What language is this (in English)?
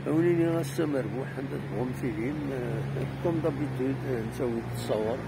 Kabyle